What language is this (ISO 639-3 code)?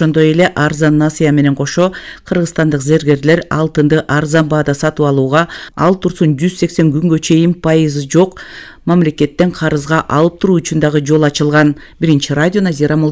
kir